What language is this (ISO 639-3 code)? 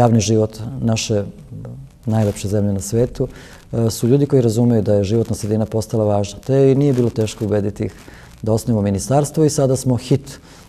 srp